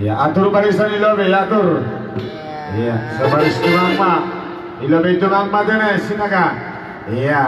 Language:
Batak Simalungun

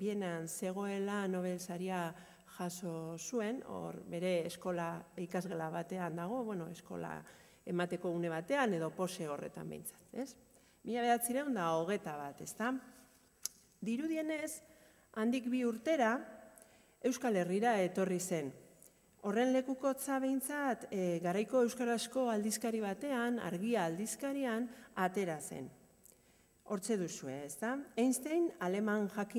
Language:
Basque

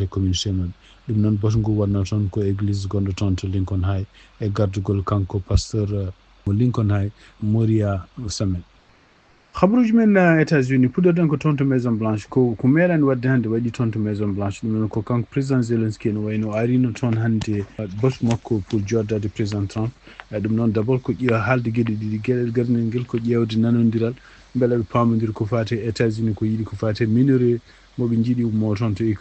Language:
Fula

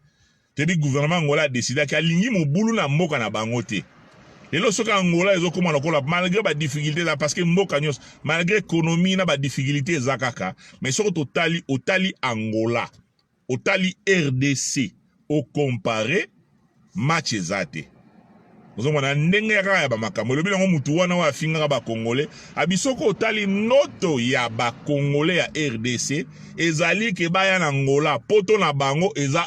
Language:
Lingala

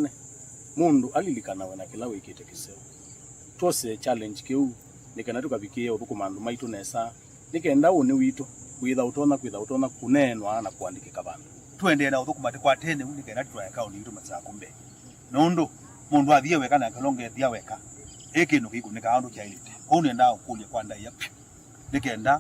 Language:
Kamba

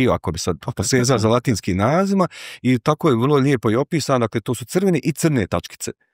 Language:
Bosnian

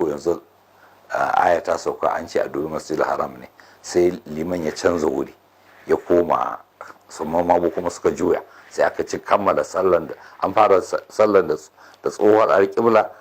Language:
Hausa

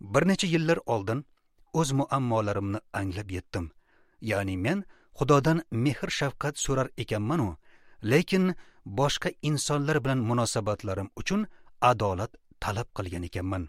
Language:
Uzbek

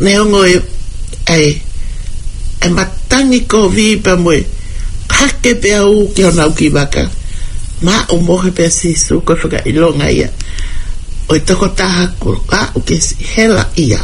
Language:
Tongan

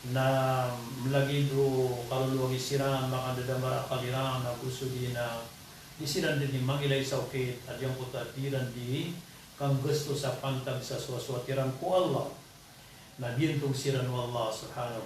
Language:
Maranao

